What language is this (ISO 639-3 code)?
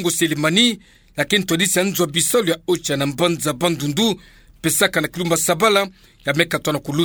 ktu